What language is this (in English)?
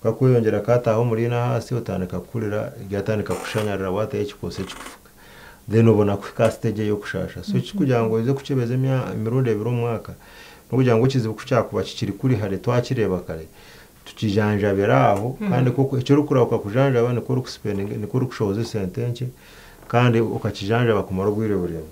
Nyankole